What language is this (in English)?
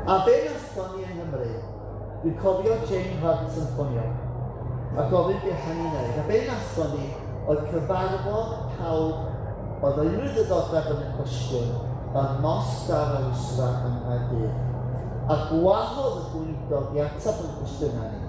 Welsh